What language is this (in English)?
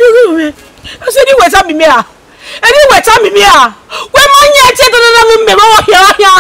Bini